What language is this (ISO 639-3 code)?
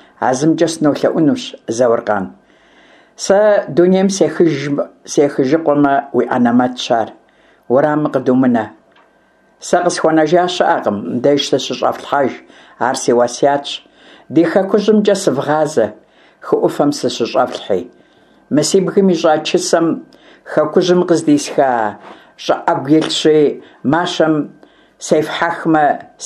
kbd